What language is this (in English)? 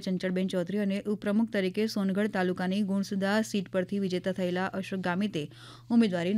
Gujarati